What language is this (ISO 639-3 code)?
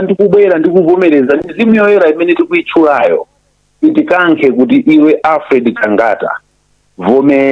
nya